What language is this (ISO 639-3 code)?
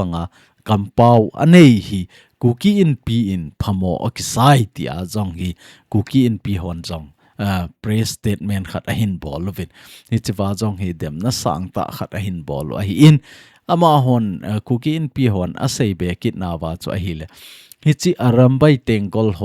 tcz